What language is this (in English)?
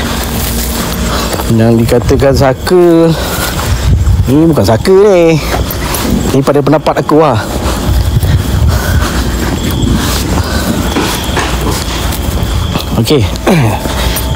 Malay